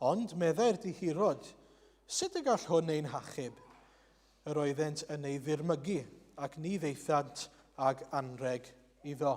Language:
Welsh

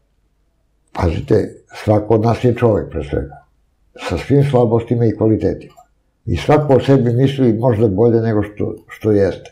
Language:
Serbian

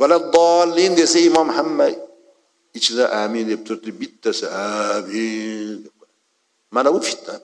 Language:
Uzbek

